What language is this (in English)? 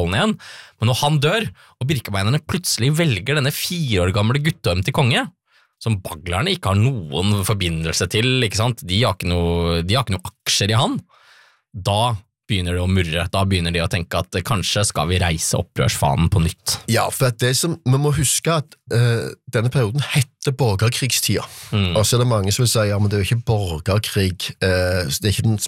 Norwegian